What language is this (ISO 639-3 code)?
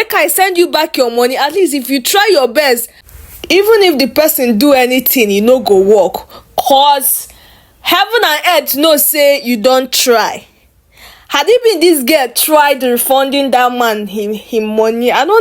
pcm